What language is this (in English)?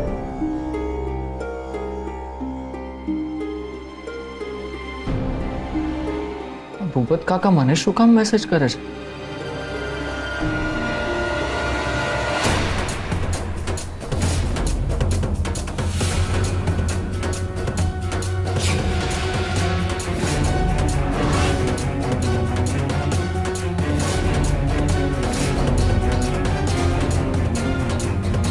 Gujarati